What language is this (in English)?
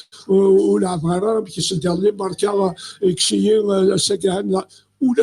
Kabyle